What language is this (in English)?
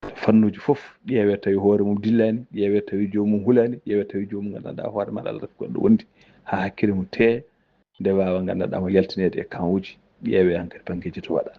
Fula